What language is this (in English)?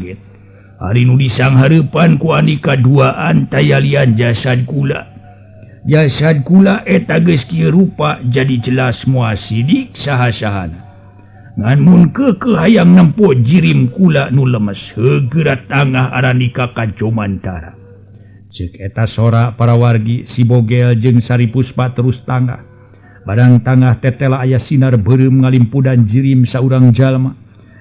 Sundanese